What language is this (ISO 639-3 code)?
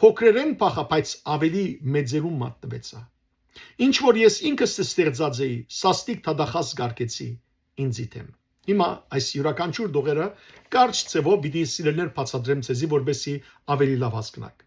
hyw